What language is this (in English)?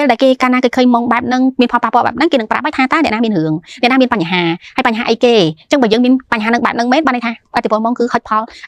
Khmer